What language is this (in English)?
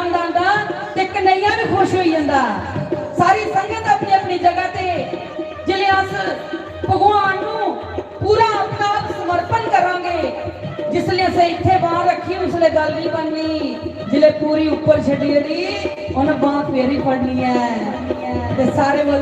Dogri